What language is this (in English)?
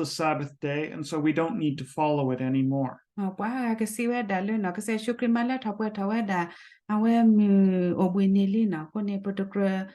S'gaw Karen